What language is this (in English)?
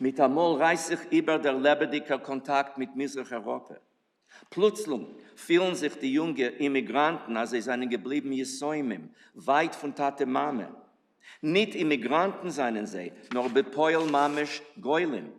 Yiddish